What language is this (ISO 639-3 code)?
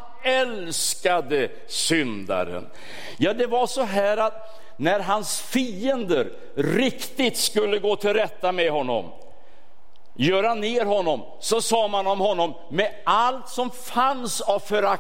swe